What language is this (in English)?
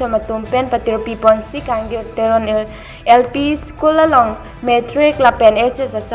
Karbi